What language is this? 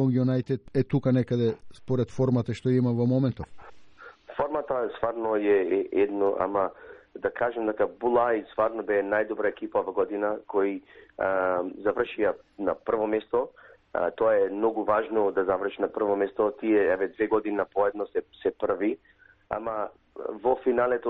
Macedonian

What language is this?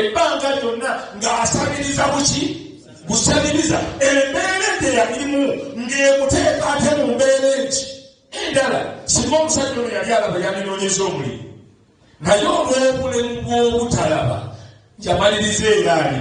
Ganda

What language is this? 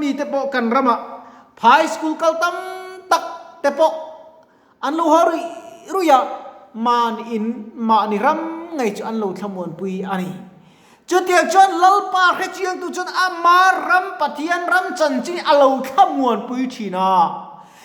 Mizo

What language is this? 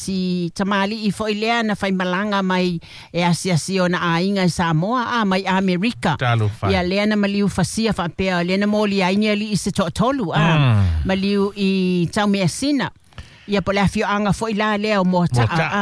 Samoan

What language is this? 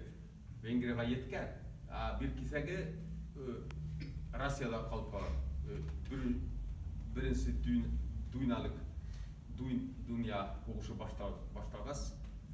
Bashkir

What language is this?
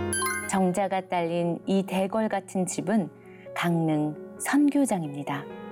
Korean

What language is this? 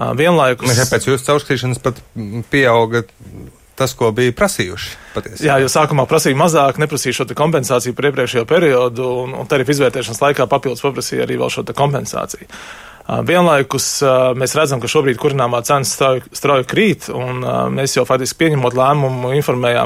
Latvian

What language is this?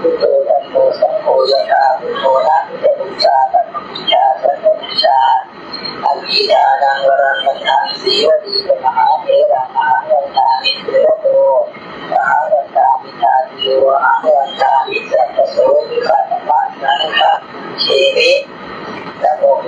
Pali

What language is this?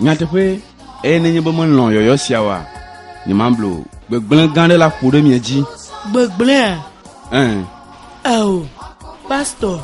Ewe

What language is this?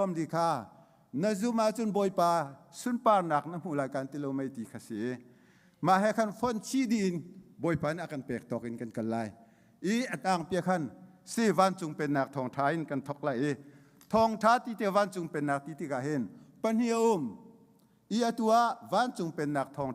Hakha Chin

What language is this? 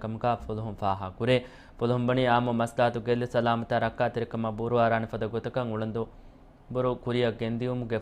Divehi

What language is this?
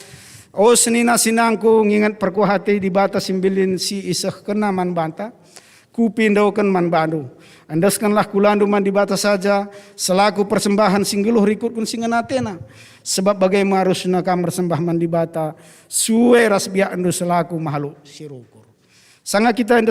Batak Karo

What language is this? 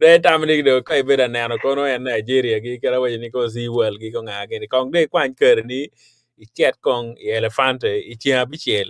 Acoli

